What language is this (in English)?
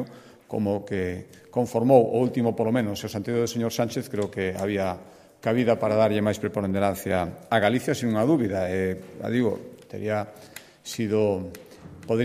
Galician